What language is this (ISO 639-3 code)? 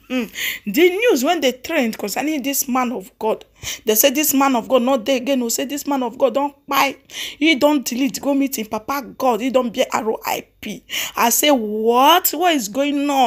pcm